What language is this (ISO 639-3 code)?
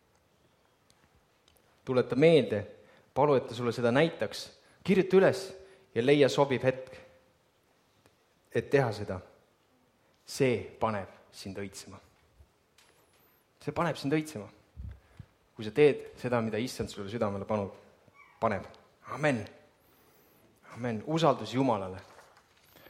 est